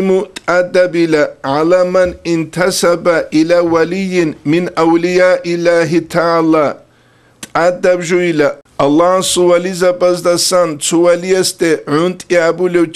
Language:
Avaric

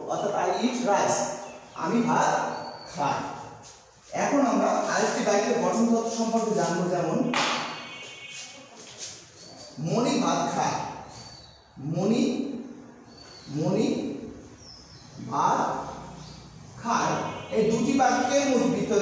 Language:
Bangla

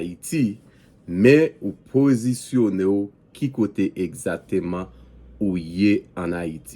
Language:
Haitian Creole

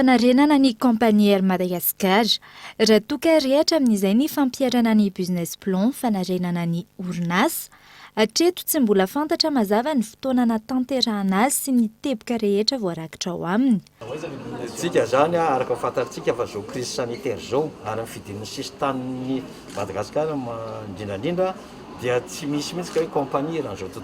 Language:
Malagasy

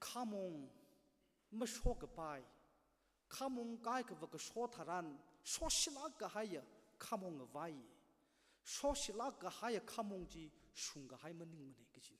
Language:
Tangkhul Naga (India)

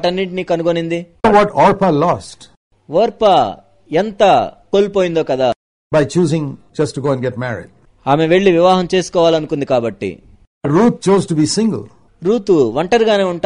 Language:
Telugu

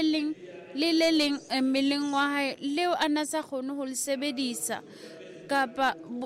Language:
Southern Sotho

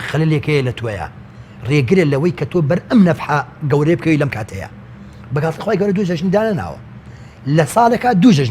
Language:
Central Kurdish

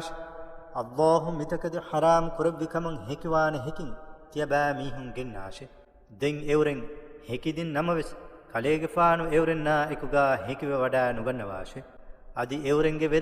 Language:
Divehi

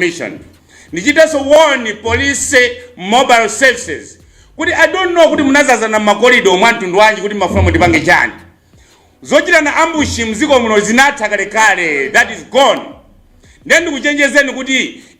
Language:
Nyanja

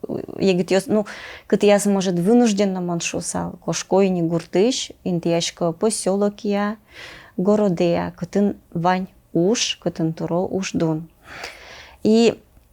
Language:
Udmurt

